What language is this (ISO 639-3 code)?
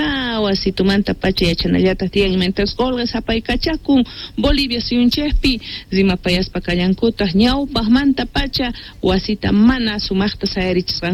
quh